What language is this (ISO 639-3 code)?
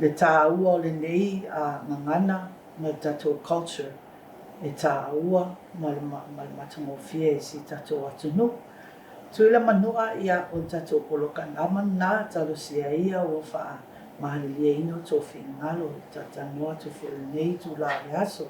smo